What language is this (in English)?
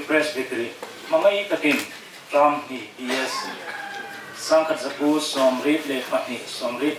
Hmar